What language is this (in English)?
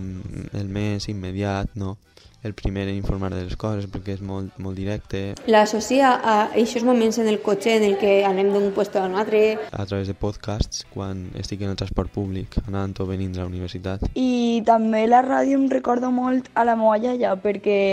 Catalan